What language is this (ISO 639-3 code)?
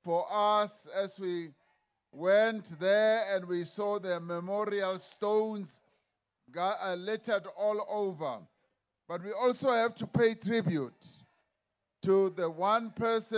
eng